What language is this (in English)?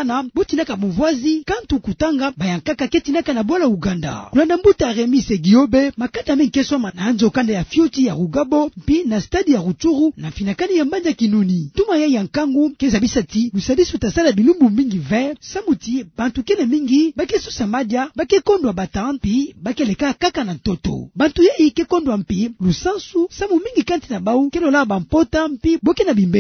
Kituba (Democratic Republic of Congo)